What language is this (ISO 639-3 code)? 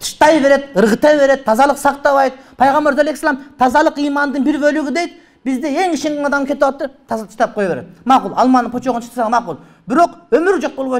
kir